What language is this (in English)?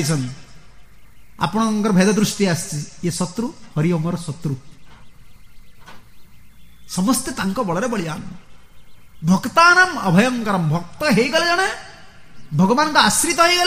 Odia